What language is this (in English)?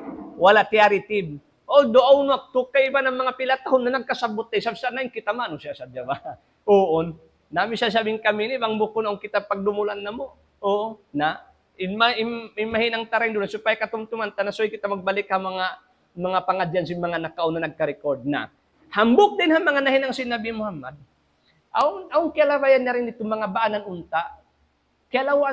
Tausug